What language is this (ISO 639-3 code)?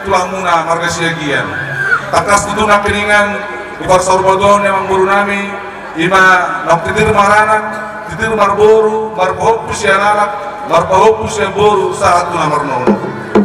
bbc